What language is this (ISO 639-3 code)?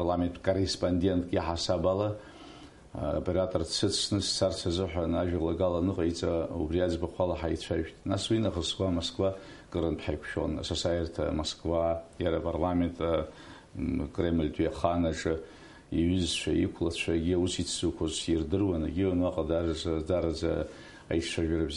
abk